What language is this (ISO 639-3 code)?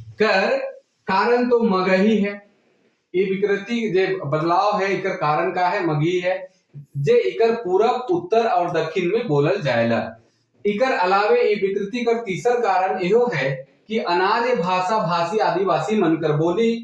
sck